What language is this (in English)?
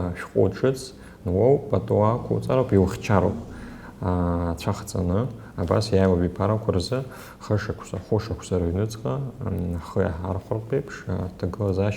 Abkhazian